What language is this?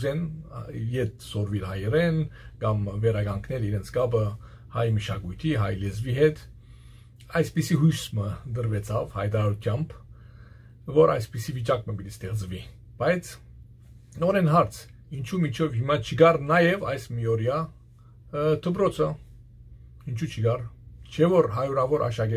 Western Armenian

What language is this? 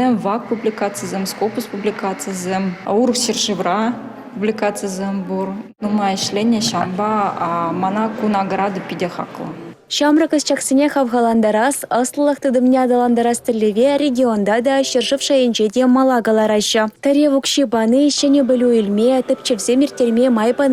Chuvash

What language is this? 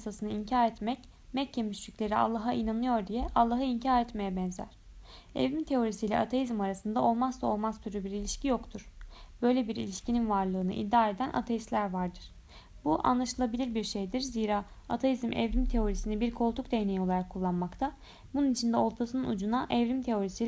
Turkish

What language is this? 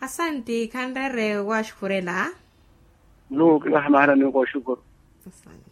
Makhuwa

